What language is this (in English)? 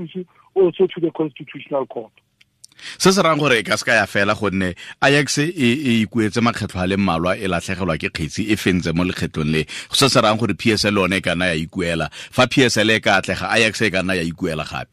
Tswana